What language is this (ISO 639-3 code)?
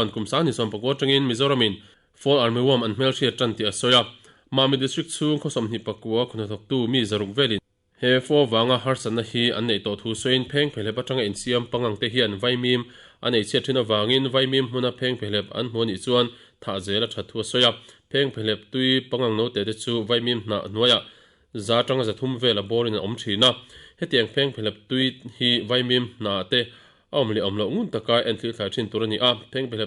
lus